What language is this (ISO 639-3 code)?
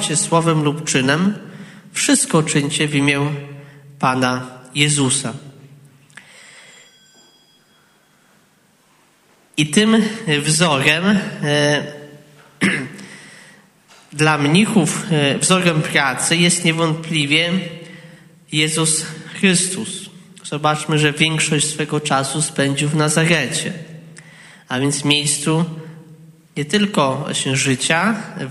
pol